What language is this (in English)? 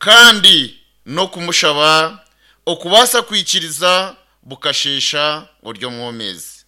Nyankole